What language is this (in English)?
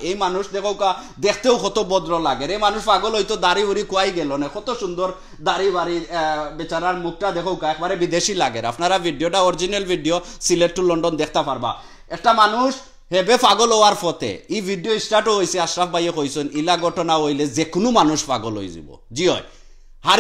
Sylheti